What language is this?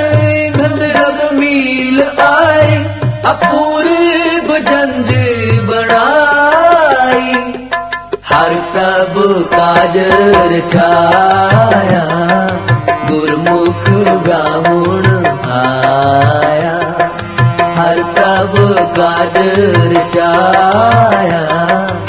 Punjabi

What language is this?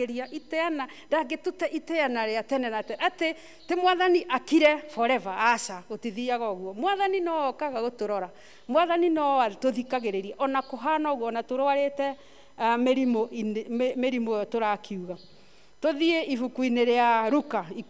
Kikuyu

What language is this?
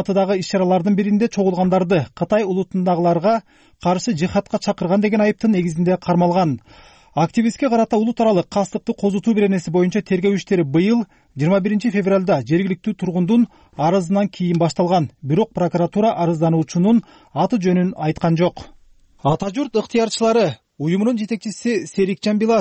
Kyrgyz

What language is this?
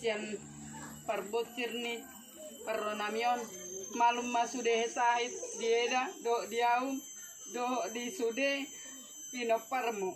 Batak Toba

